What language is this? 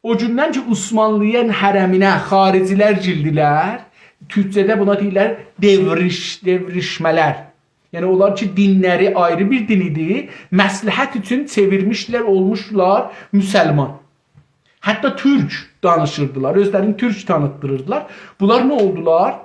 South Azerbaijani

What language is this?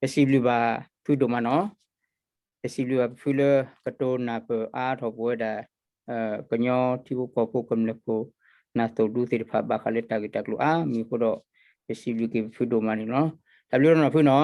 S'gaw Karen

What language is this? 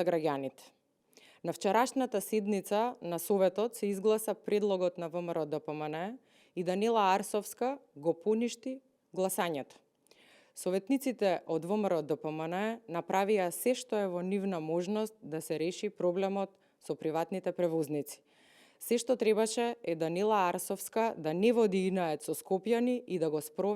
Macedonian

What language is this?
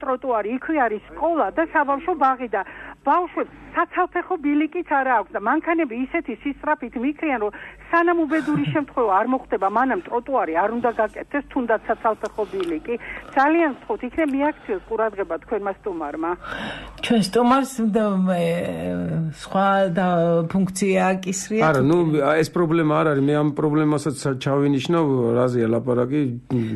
Georgian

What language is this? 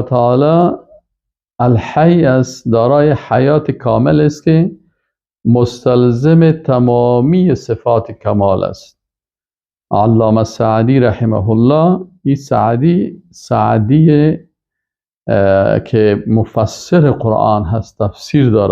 Persian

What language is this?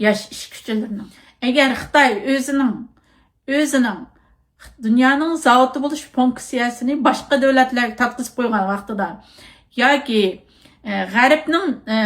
Uyghur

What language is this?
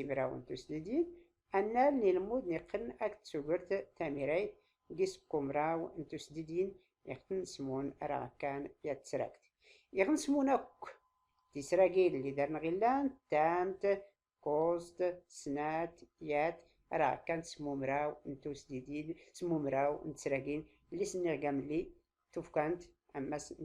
Tachelhit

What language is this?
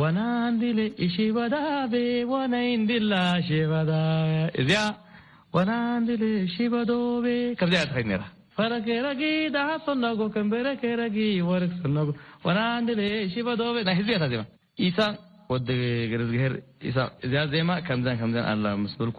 Tigrinya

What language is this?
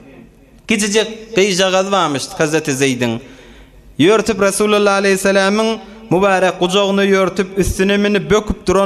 Turkmen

